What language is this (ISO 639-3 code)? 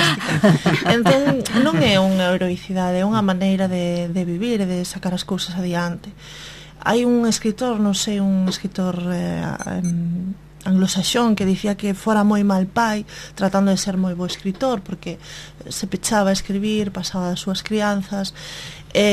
glg